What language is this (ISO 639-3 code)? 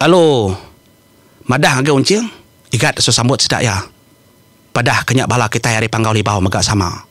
iba